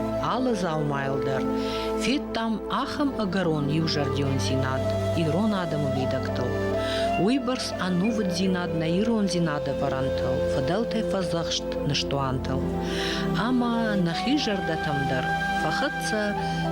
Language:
Ossetic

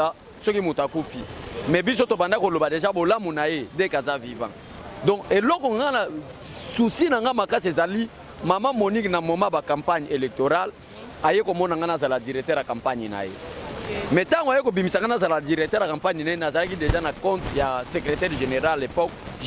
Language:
Lingala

